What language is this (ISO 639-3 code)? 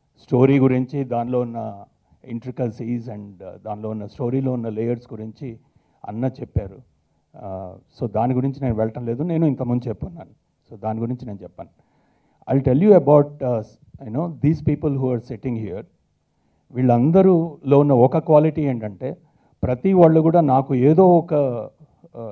tel